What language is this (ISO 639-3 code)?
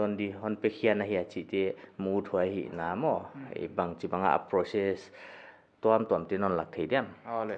pck